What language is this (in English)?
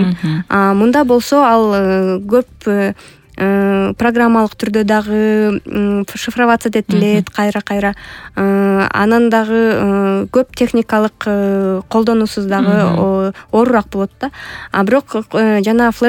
Kyrgyz